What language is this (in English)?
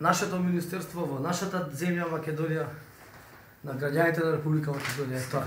Macedonian